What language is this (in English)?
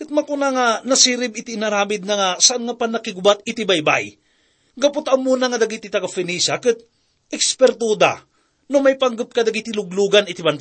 Iloko